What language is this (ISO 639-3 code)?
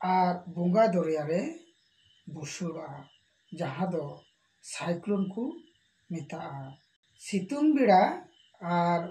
sat